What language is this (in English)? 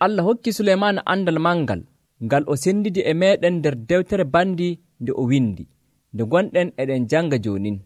Nigerian Fulfulde